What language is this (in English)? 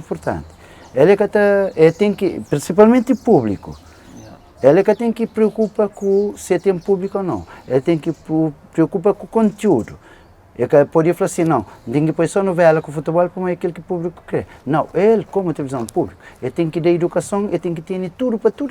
Kabuverdianu